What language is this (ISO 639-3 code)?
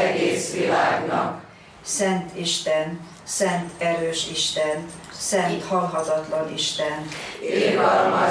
hun